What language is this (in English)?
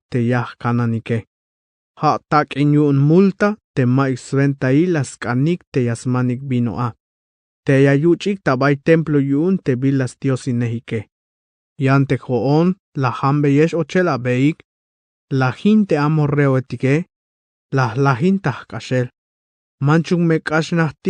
Tzeltal